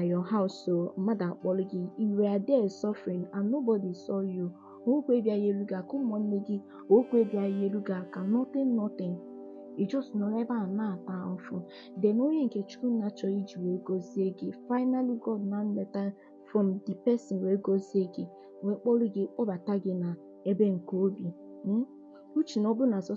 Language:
Igbo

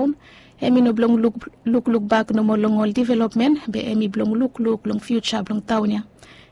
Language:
Bislama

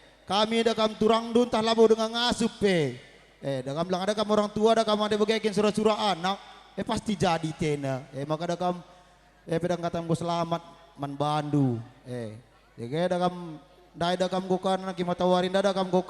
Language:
Batak Karo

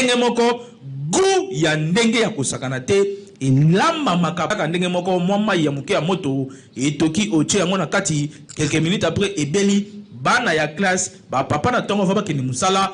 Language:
Lingala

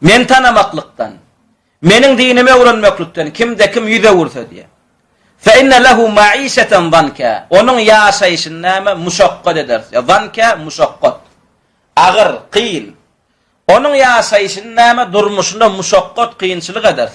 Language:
Turkmen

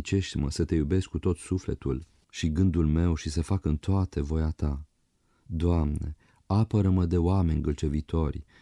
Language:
Romanian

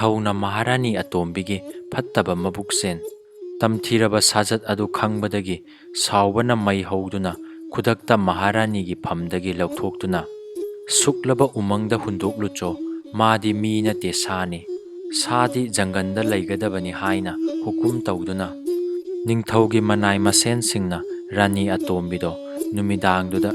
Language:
Manipuri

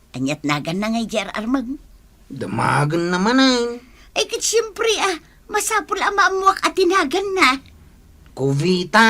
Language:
Iloko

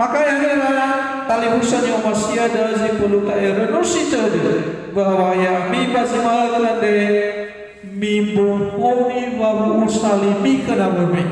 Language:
Nias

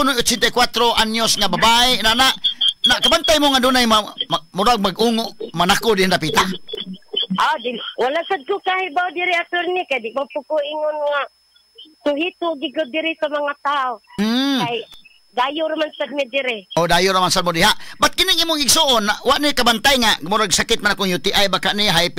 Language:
Cebuano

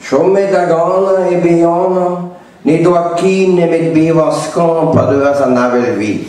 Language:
Breton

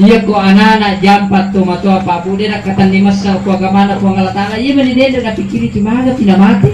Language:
Buginese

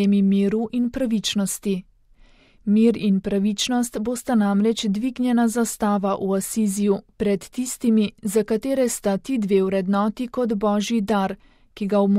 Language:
Slovenian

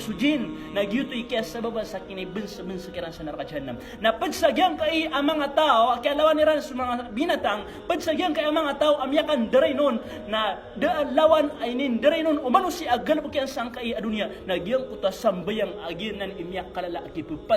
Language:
Maranao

